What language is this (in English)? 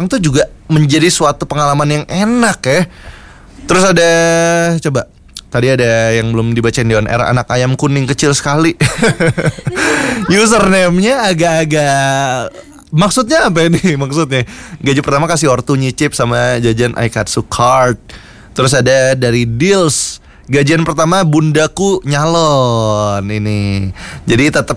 Indonesian